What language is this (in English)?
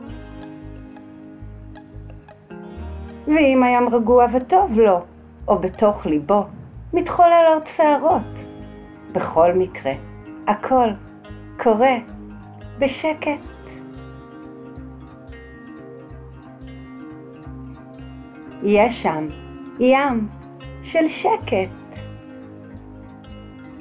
Hebrew